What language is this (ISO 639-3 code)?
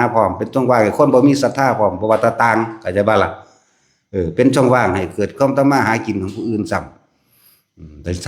tts